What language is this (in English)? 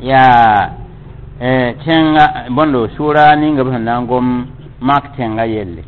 Mossi